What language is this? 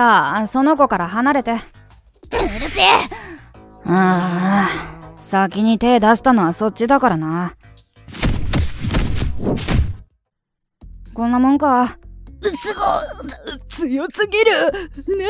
Japanese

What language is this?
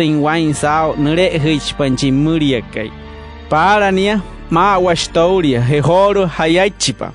Wayuu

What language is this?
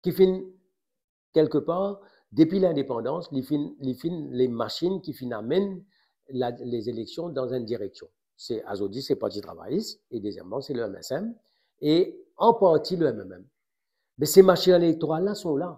Morisyen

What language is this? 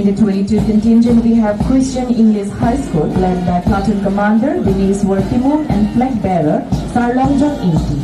Karbi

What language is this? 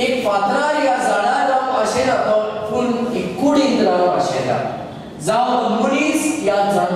Konkani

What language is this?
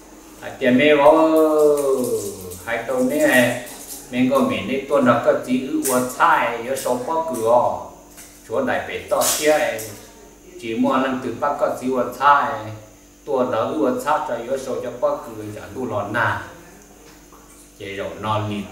Vietnamese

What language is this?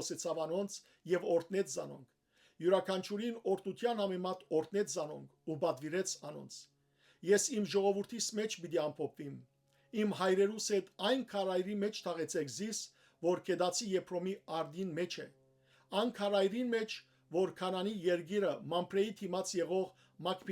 Western Armenian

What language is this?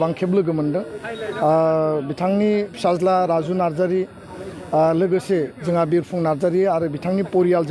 Bodo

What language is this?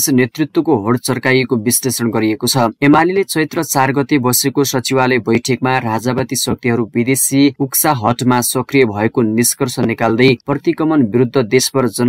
Nepali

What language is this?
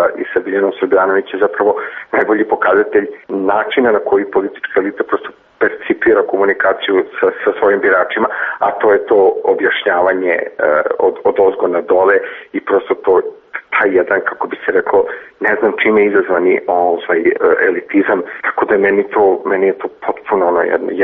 Serbian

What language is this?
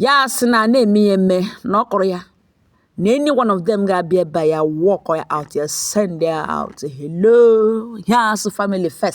Igbo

